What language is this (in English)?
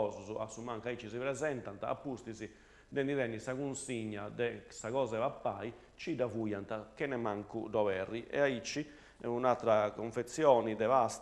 Sardinian